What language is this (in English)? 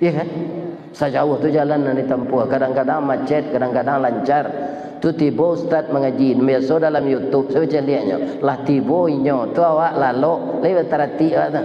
Minangkabau